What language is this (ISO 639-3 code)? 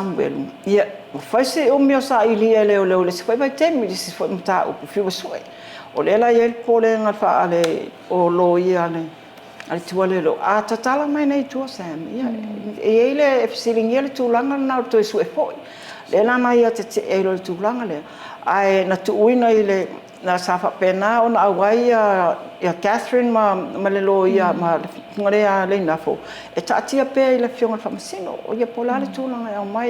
smo